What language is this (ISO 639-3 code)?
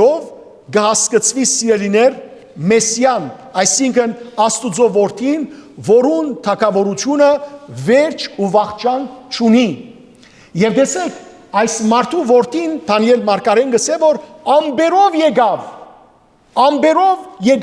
hyw